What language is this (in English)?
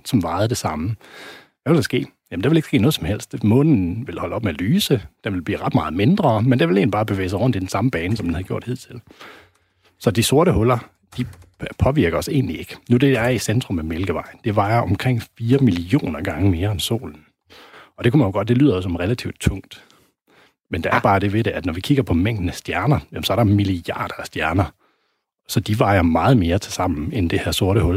Danish